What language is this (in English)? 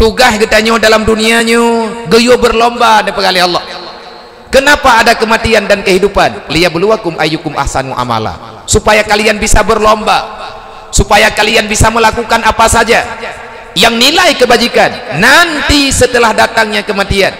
Achinese